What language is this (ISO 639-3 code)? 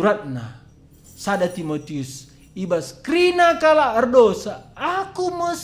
btx